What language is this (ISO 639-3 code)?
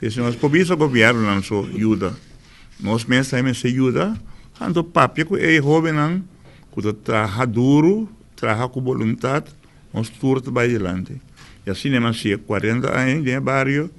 pap